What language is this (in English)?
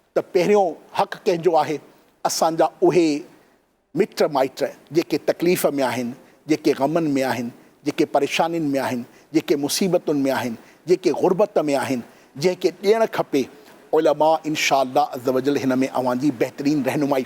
Sindhi